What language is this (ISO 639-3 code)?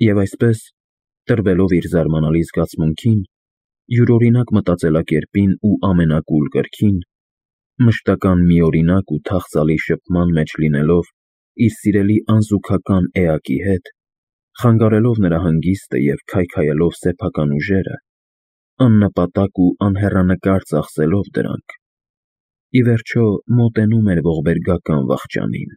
hye